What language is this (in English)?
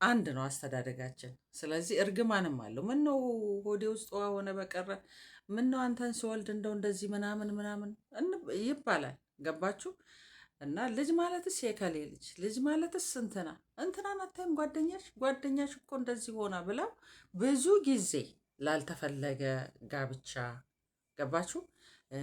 Amharic